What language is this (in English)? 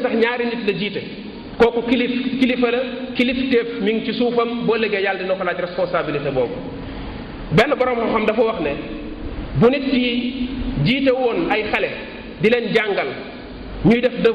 Wolof